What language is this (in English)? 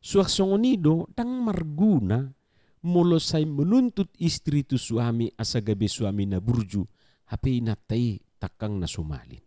Batak Toba